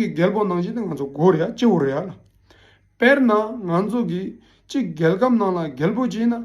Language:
Tibetan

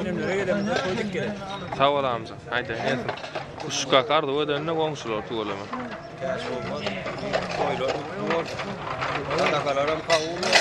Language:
Turkmen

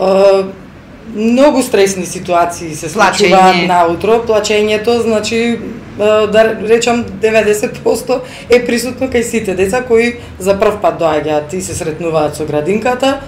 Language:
Macedonian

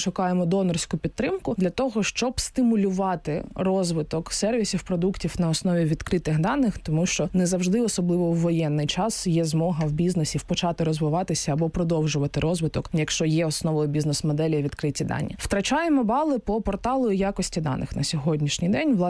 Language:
Ukrainian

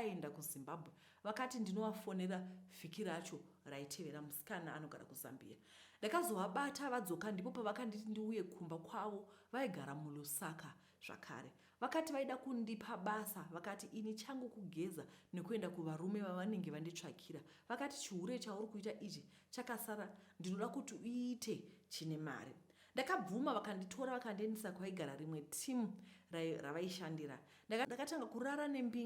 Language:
Shona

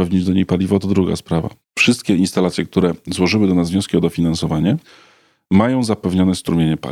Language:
Polish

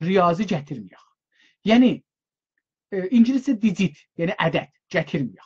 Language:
South Azerbaijani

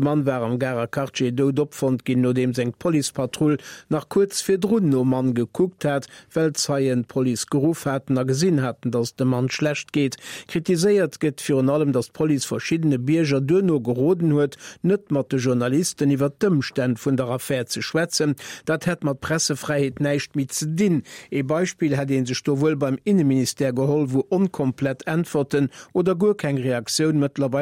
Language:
Luxembourgish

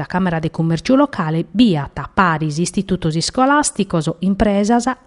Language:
Sardinian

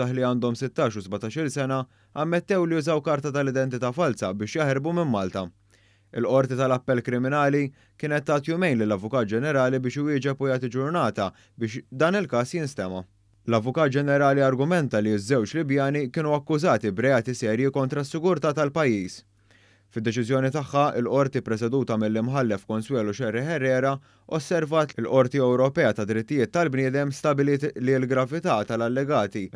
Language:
Maltese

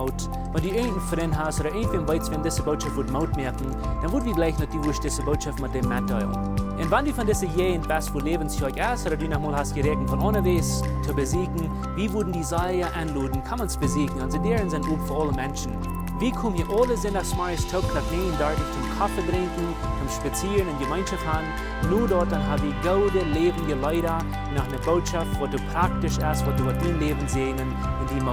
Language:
Plautdietsch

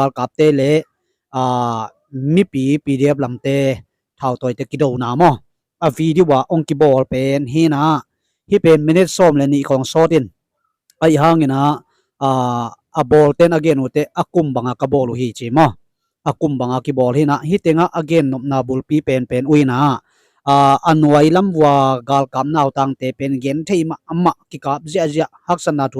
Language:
Tedim Chin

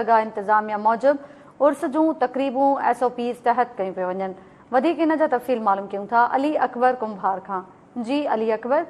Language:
Sindhi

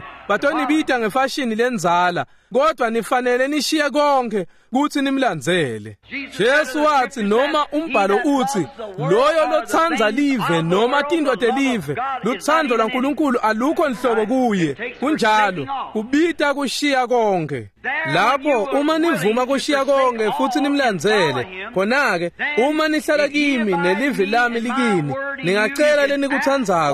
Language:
Swati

